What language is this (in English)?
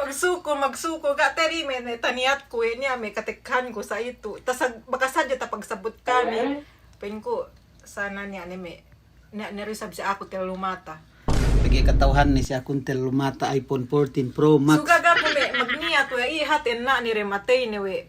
Yakan